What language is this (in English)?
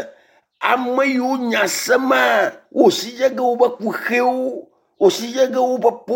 Ewe